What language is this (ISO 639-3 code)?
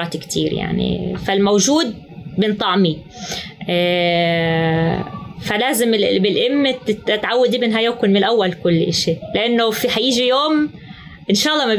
apc